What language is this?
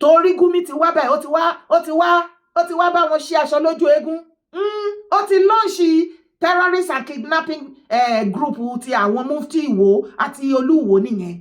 Yoruba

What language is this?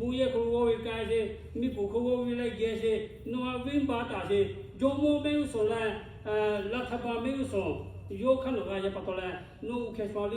Lahu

